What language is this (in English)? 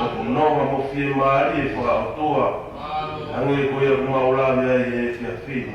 Tongan